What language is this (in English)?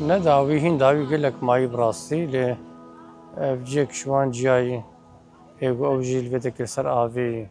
Kurdish